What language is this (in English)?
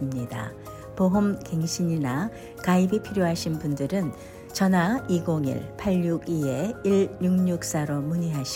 Korean